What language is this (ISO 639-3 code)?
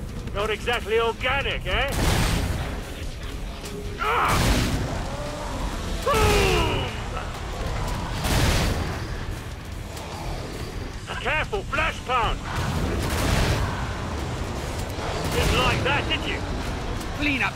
eng